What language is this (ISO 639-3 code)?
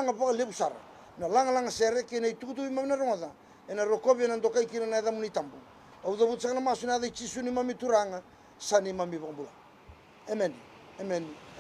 fij